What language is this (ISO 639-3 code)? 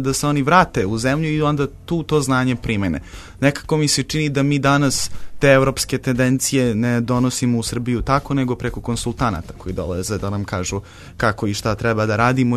srp